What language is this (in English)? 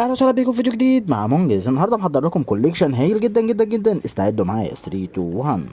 Egyptian Arabic